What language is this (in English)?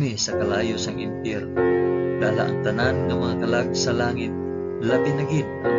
Hiligaynon